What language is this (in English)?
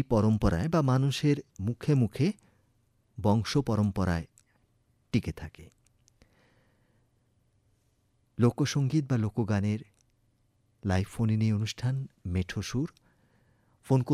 Bangla